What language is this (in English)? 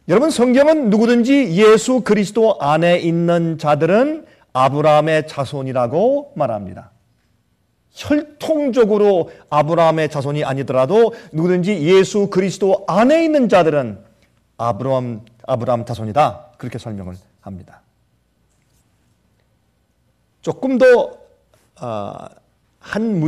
Korean